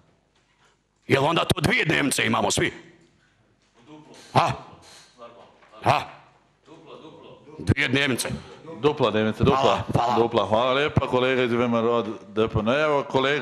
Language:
Bosnian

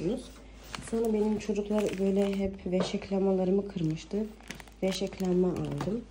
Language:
Turkish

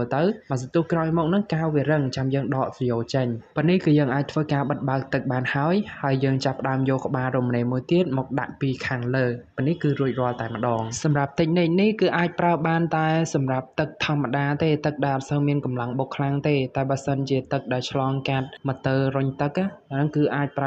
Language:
Khmer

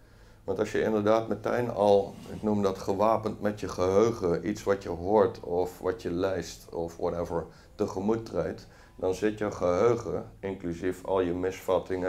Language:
Dutch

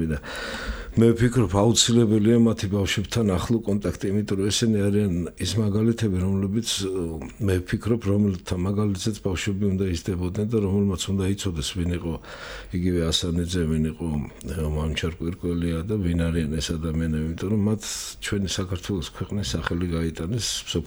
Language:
Georgian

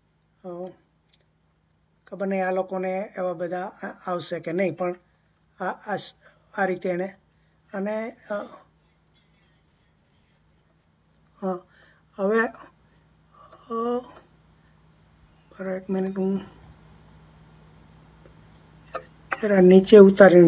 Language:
Gujarati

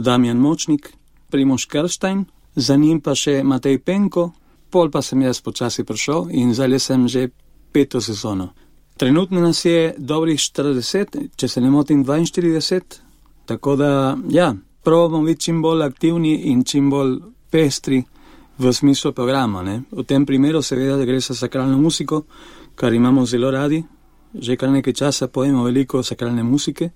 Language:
Slovenian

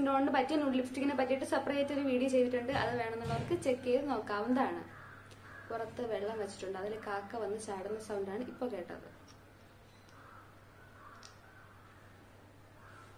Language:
Malayalam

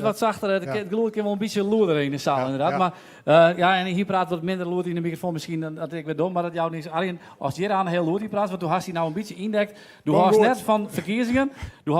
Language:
Western Frisian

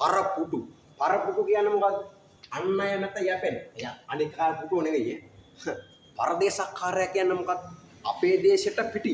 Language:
Sinhala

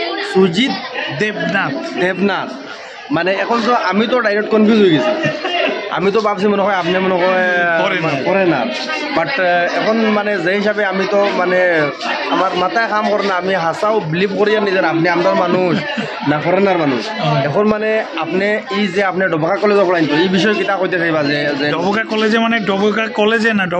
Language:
Sylheti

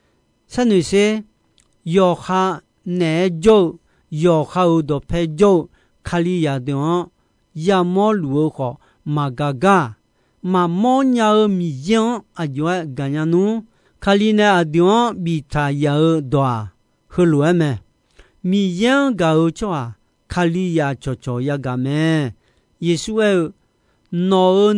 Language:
Akha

